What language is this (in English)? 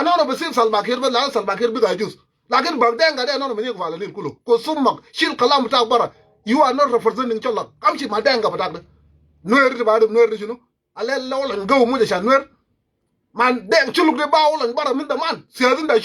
Nuer